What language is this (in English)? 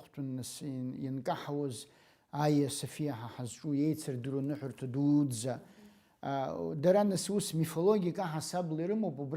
Abkhazian